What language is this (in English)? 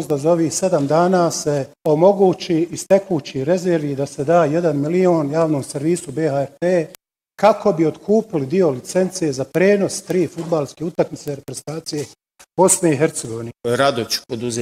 Bosnian